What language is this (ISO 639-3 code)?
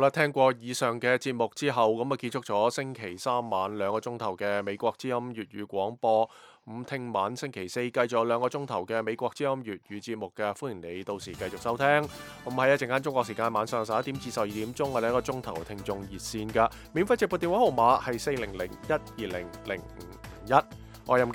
yue